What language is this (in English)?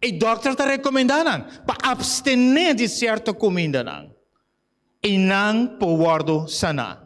Papiamento